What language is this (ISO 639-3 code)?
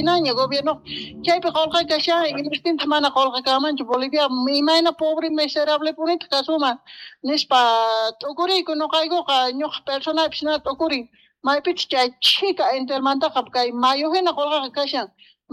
que